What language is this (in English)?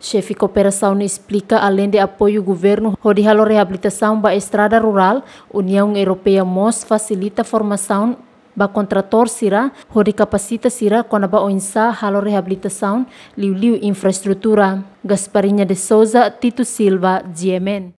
Tetum